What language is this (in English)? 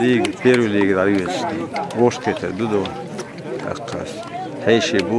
Chechen